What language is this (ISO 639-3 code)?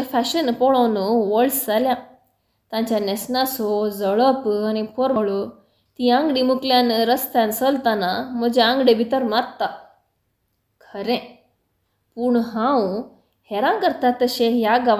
kok